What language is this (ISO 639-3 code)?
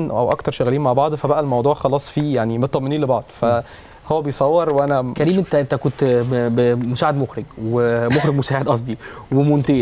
arz